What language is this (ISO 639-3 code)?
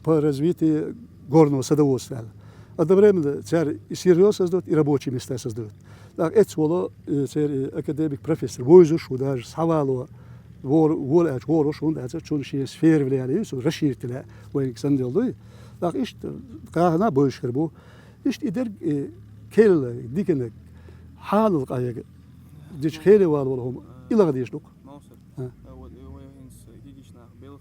che